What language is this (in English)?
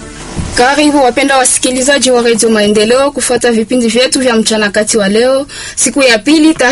Swahili